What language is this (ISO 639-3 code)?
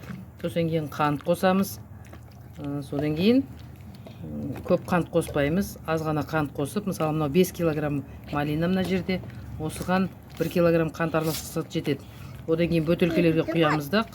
kaz